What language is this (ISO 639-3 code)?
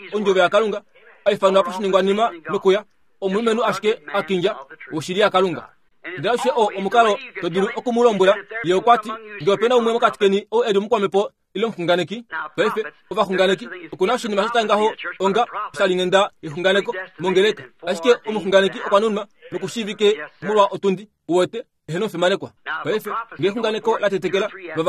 kua